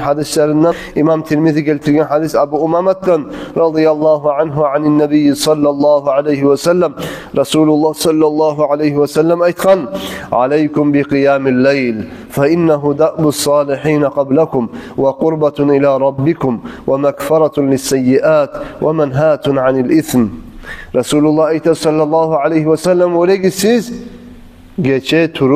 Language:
Kumyk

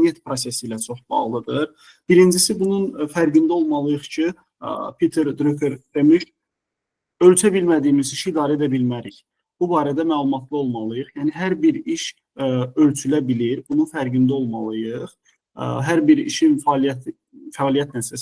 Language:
Azerbaijani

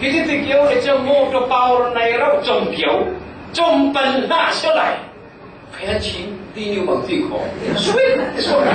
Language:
Falam Chin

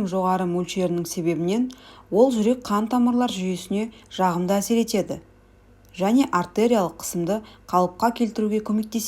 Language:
Kazakh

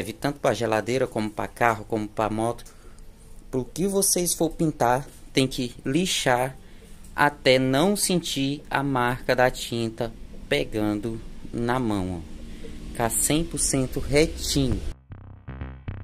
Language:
Portuguese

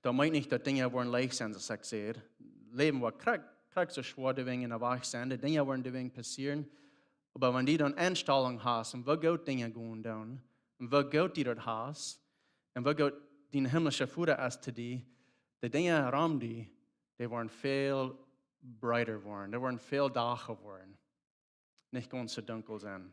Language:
Plautdietsch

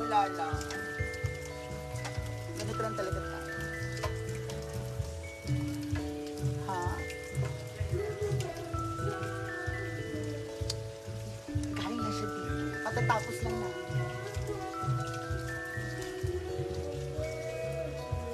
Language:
Filipino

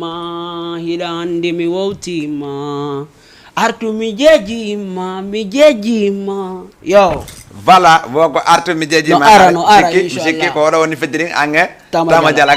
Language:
Fula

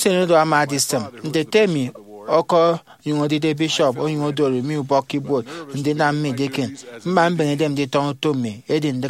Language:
Efik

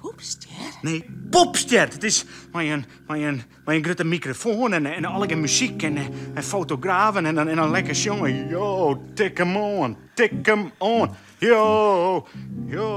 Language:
Western Frisian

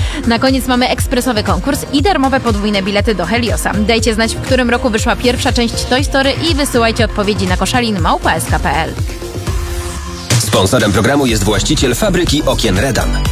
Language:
Polish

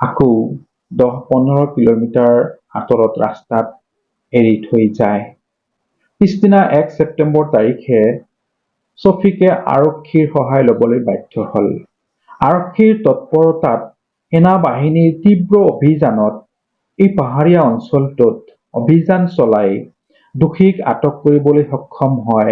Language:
Assamese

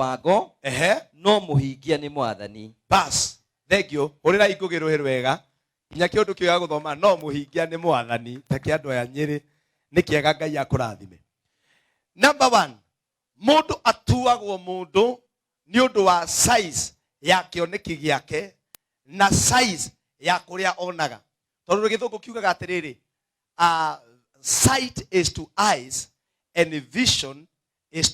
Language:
Kikuyu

